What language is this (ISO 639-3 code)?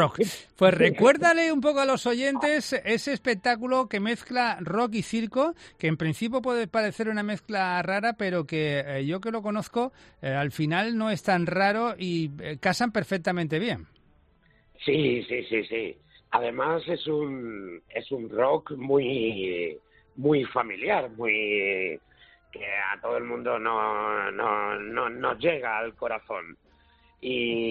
spa